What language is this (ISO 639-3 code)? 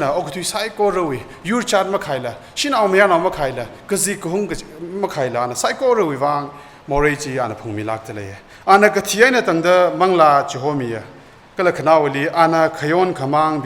nmf